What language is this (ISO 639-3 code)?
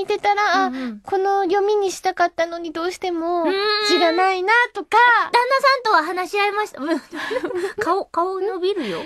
jpn